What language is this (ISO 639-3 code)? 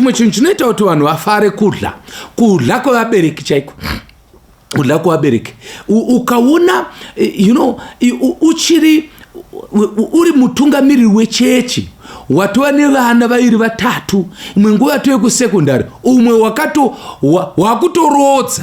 sna